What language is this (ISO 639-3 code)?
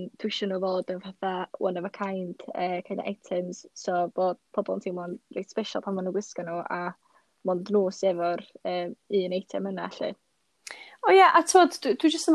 cym